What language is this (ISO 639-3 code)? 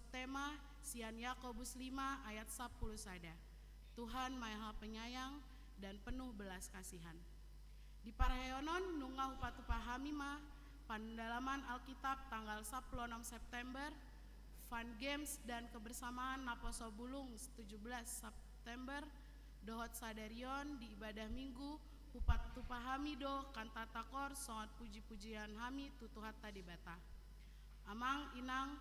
bbc